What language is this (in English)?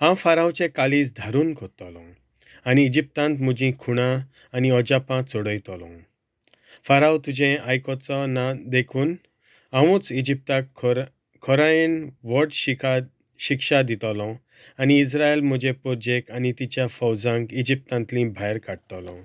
Konkani